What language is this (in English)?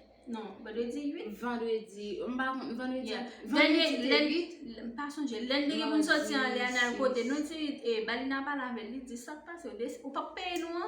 Haitian Creole